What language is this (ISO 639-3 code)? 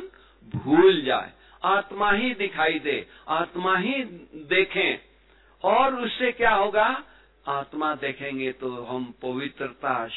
hin